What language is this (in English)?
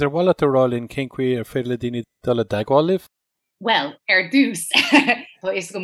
Irish